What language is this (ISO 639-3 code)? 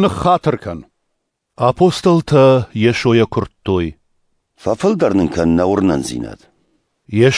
oss